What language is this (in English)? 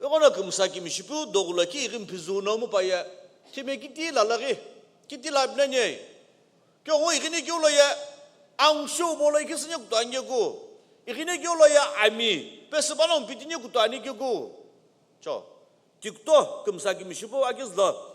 Sumi Naga